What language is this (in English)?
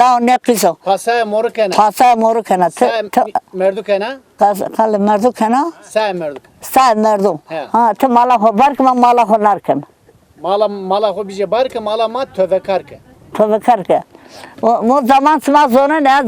Zaza